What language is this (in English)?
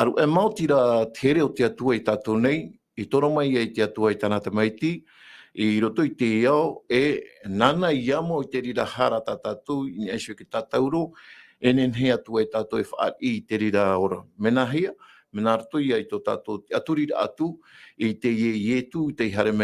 Tahitian